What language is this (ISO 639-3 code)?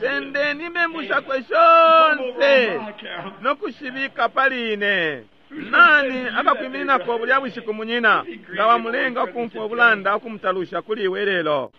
bem